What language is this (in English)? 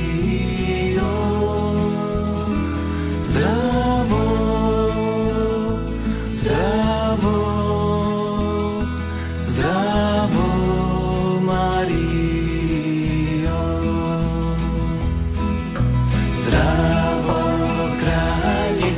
Slovak